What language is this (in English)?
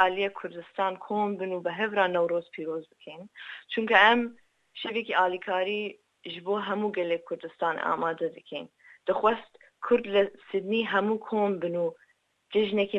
Central Kurdish